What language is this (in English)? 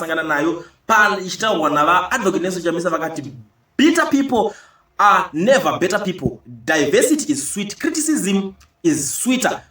Shona